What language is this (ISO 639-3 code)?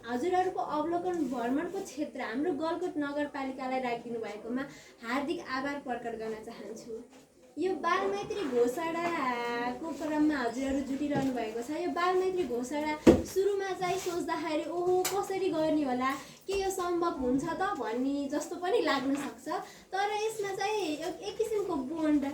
nep